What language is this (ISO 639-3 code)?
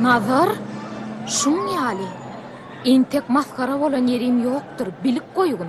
tuk